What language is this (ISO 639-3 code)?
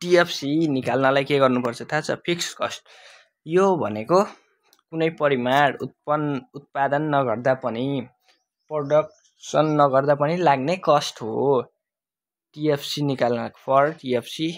nep